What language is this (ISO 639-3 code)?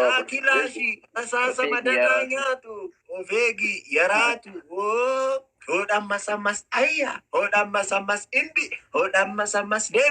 orm